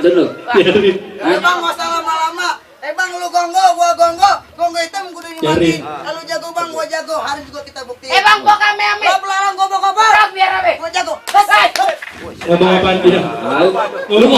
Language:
Betawi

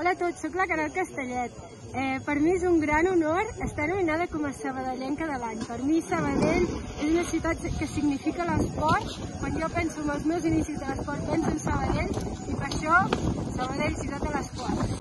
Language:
Catalan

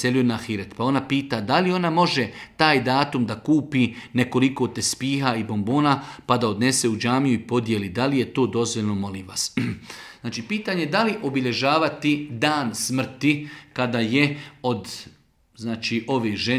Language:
Bosnian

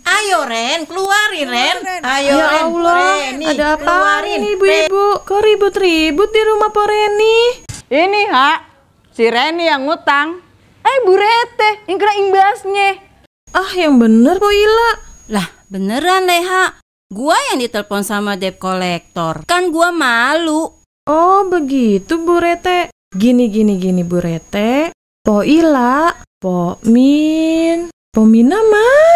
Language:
Betawi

